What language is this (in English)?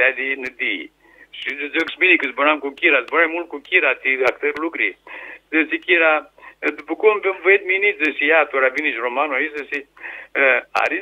Aromanian